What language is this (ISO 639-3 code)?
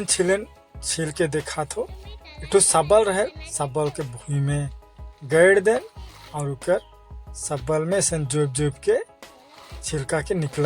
sck